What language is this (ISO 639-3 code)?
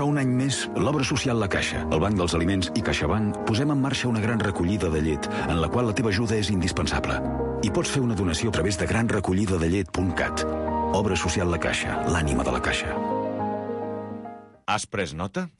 cat